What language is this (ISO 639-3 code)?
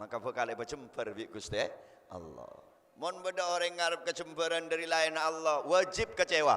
mad